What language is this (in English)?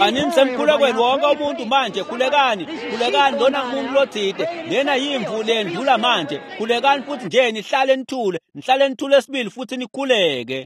Swati